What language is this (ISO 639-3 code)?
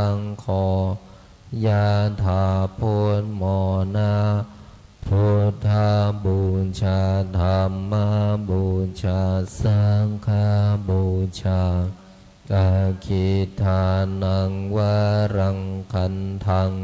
pli